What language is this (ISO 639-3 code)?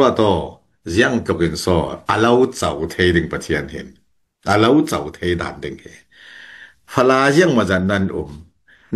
cfm